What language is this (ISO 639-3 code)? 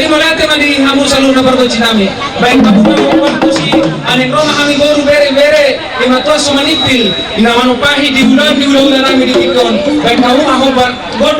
bbc